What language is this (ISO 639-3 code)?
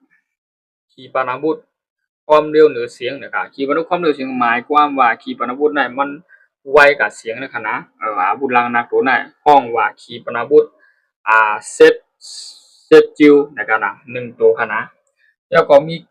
shn